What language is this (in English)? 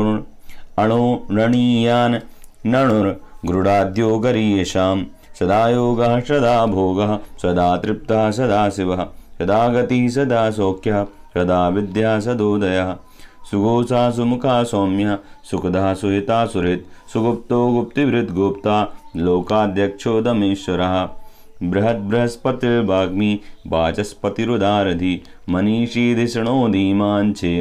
Sanskrit